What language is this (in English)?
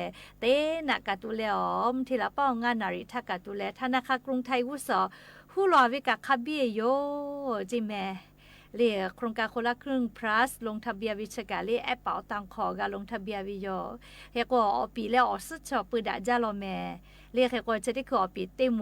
Lahu